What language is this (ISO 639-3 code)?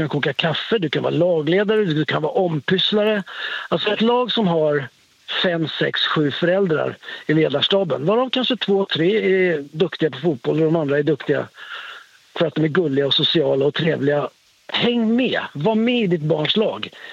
swe